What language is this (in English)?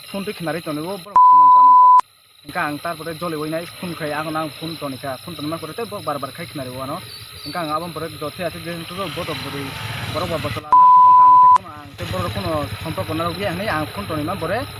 Kok Borok